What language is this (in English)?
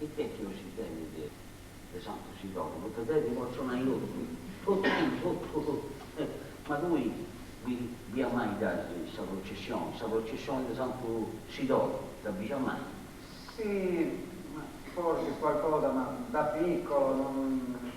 Sardinian